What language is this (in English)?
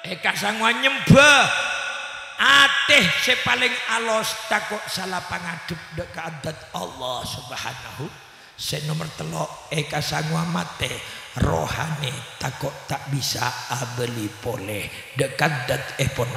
Madurese